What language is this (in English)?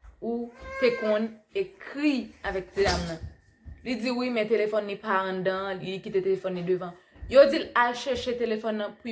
Haitian Creole